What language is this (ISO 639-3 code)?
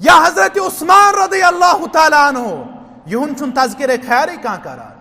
kas